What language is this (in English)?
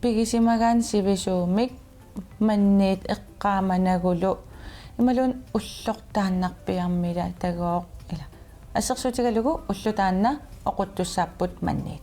Kalaallisut